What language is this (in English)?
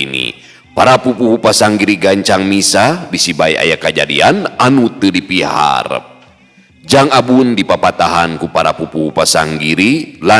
Sundanese